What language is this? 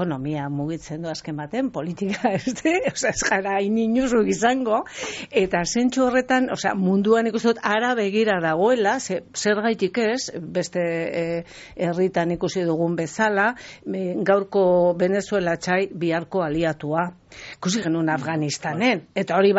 Basque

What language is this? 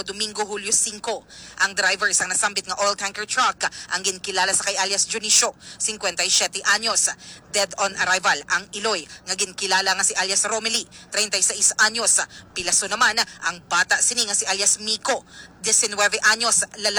Hiligaynon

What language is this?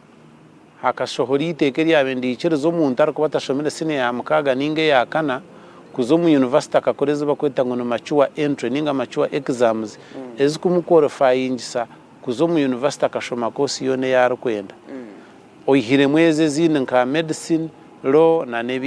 Nyankole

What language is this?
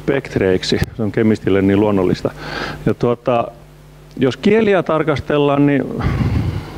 Finnish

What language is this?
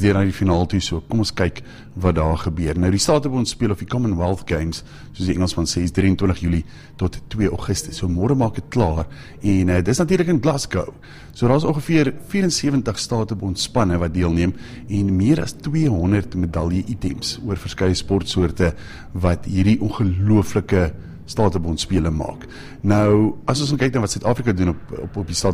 Afrikaans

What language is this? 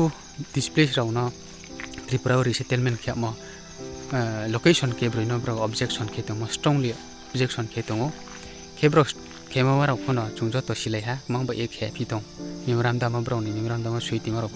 Riang (India)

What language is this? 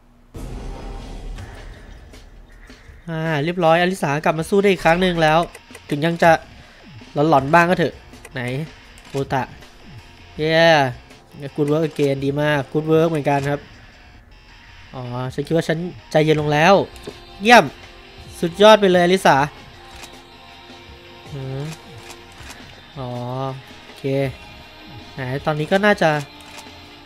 Thai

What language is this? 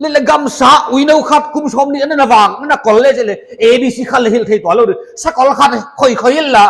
Paite Chin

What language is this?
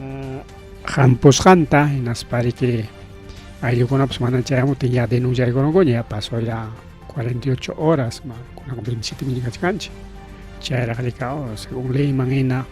Ayacucho Quechua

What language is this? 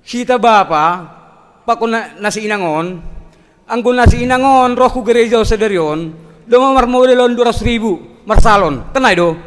Batak Simalungun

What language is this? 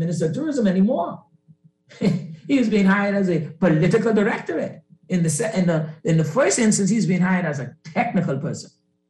English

